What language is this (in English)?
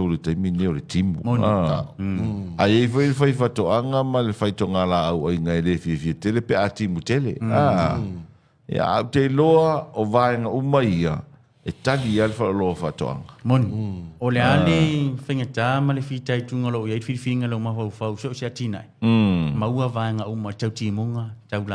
Samoan